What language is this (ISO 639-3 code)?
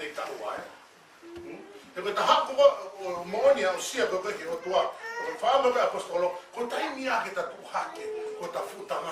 ton